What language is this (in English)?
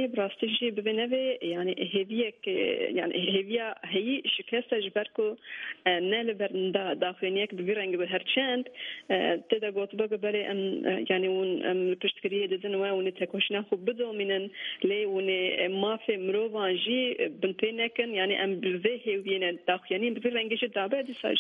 Kurdish